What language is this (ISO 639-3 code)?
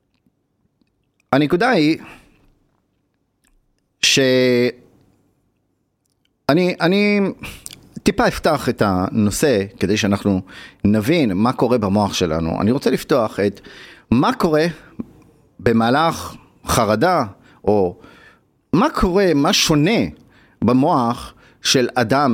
heb